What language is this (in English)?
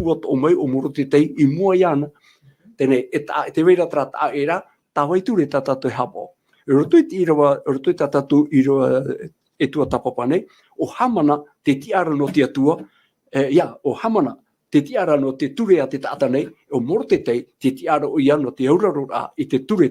Tahitian